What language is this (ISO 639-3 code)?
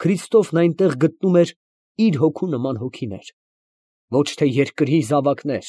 hye